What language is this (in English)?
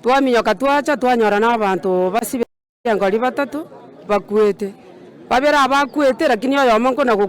Gusii